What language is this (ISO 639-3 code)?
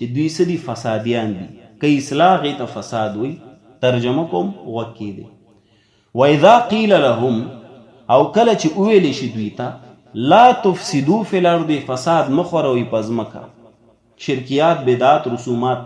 pus